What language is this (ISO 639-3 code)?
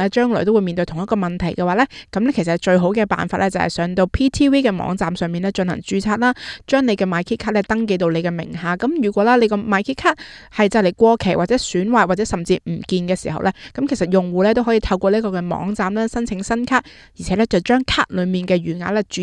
yue